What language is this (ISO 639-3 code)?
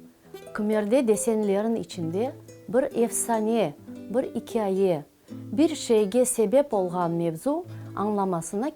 crh